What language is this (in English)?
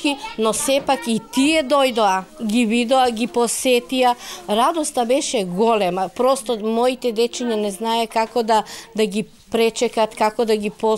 Macedonian